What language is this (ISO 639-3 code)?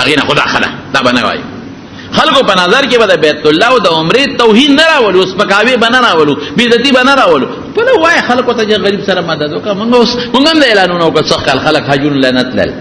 pus